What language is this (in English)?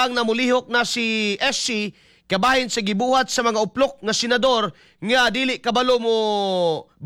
Cebuano